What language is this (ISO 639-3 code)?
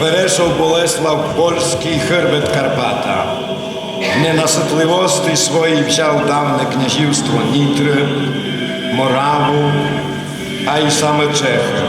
rue